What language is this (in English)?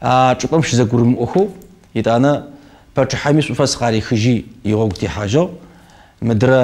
Kabardian